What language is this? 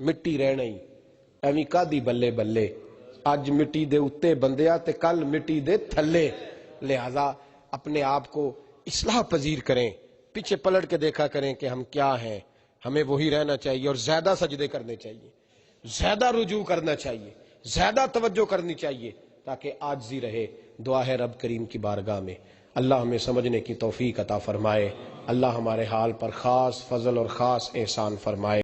Western Panjabi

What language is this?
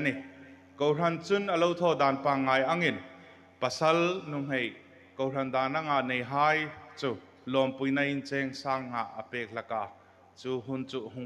Hmar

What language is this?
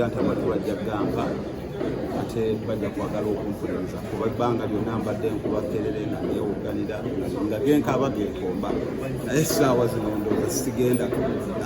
Ganda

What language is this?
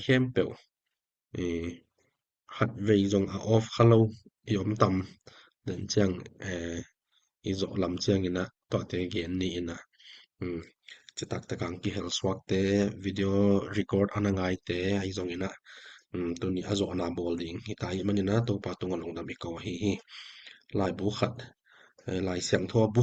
Tedim Chin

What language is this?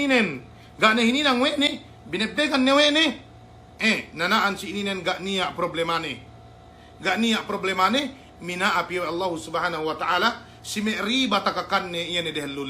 Yakan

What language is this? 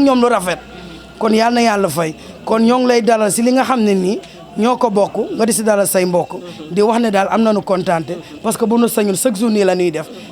Wolof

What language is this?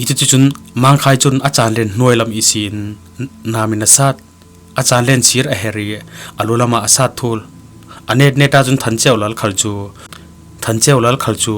Falam Chin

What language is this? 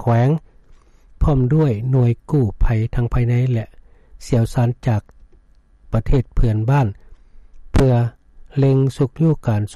Lao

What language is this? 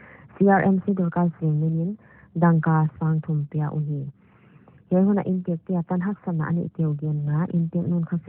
Paite Chin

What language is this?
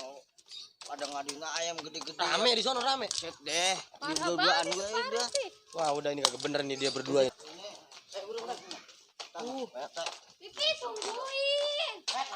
Betawi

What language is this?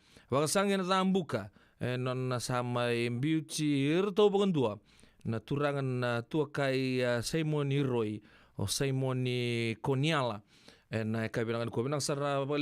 Fijian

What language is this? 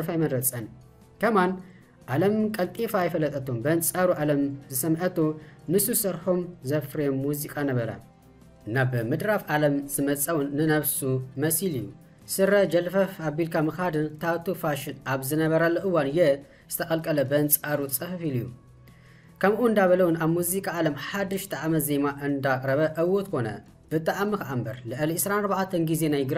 Tigrinya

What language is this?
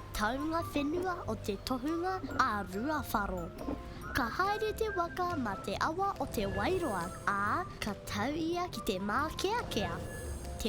Māori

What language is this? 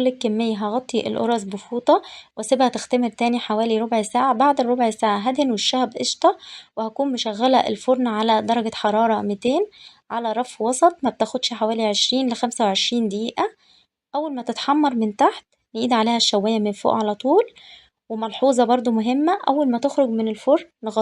Egyptian Arabic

